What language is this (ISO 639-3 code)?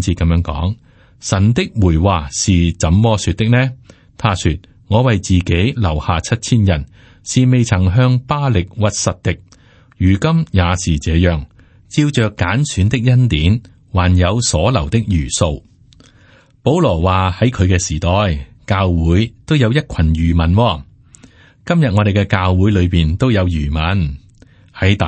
yue